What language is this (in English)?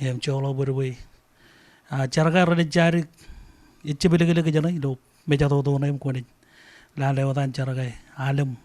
Marshallese